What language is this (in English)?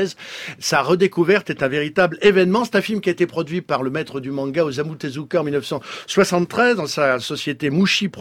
French